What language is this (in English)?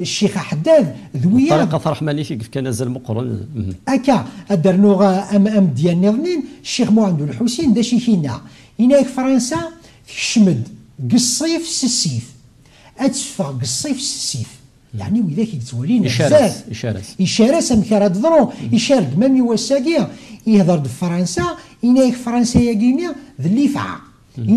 Kabyle